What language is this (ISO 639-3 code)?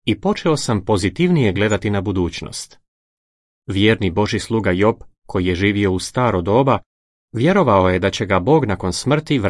hrv